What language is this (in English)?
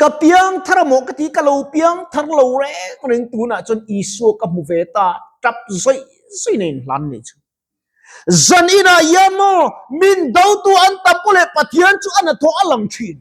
Mizo